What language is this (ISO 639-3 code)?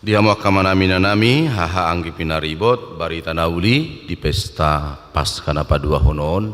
bbc